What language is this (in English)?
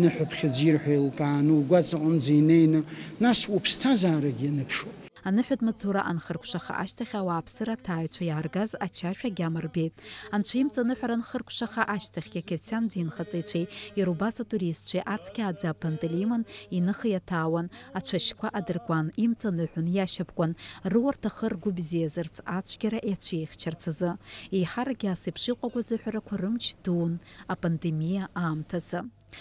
Abkhazian